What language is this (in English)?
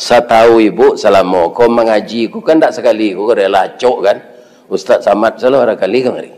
Minangkabau